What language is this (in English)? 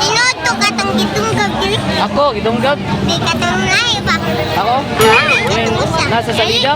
Cebuano